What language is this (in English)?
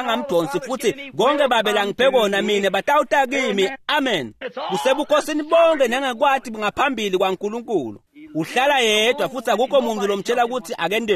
Swati